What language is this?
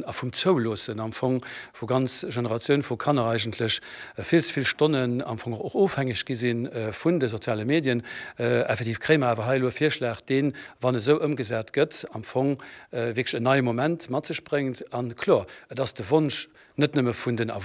Luxembourgish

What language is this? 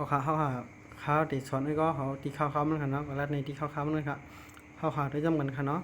Shan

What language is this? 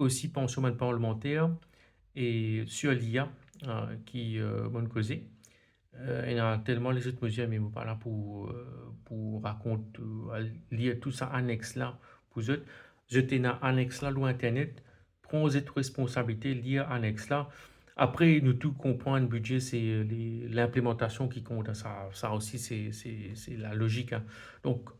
Morisyen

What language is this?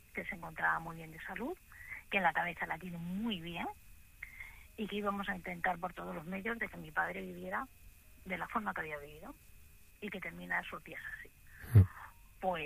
Spanish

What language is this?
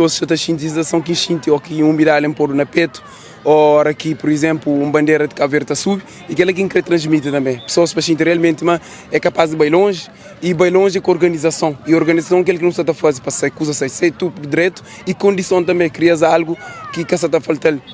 Kabuverdianu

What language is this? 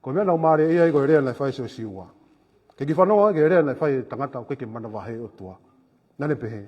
Tongan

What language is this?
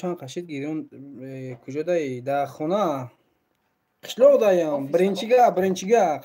Tajik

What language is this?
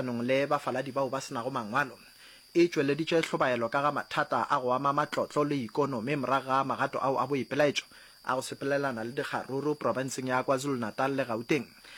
Northern Sotho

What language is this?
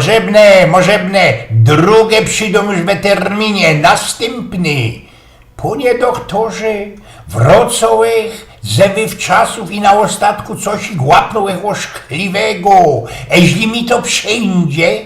Silesian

